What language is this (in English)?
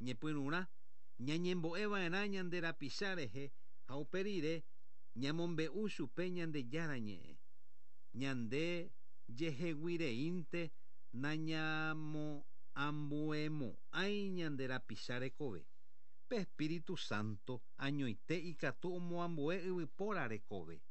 Guarani